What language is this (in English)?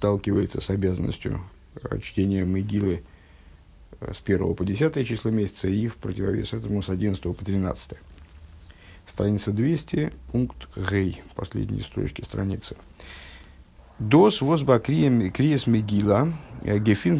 Russian